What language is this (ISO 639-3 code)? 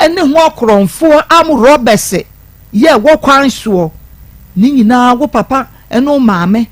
aka